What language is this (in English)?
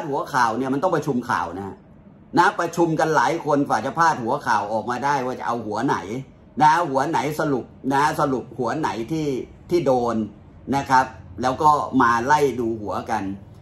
Thai